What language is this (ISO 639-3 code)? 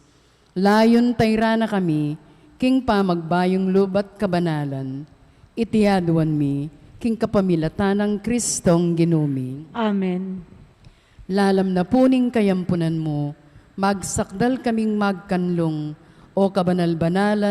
pam